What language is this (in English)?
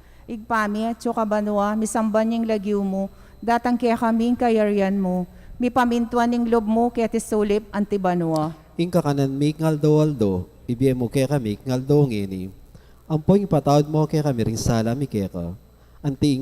Pampanga